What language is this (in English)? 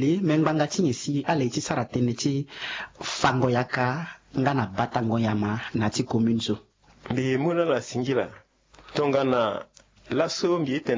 Sango